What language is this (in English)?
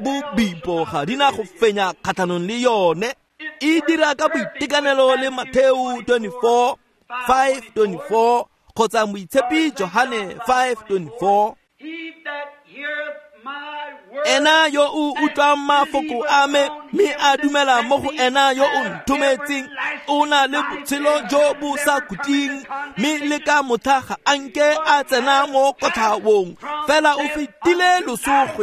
Tswana